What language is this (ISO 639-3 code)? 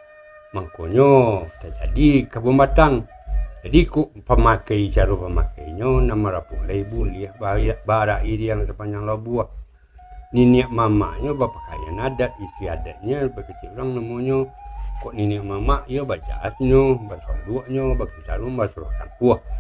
min